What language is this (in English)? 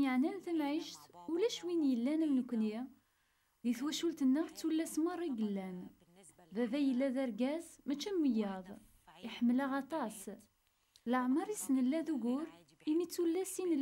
Kabyle